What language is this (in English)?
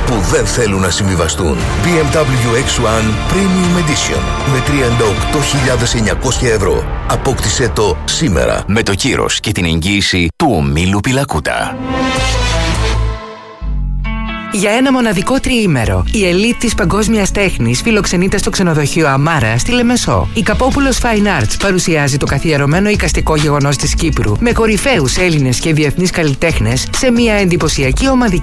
Greek